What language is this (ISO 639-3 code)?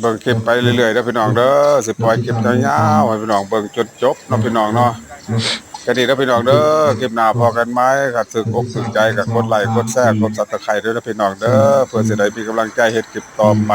tts